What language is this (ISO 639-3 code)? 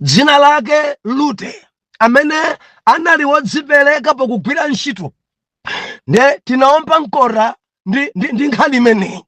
nya